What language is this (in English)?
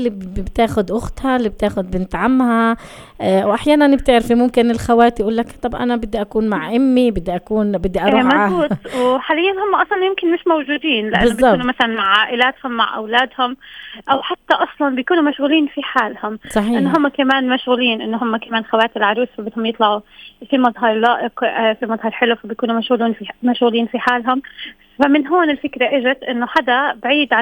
North Levantine Arabic